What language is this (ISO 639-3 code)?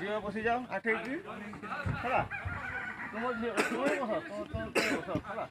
sat